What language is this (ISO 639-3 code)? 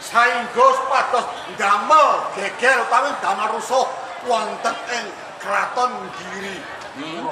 jav